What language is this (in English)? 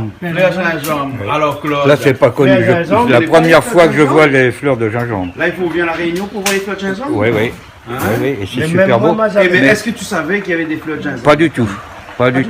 Réunion Creole French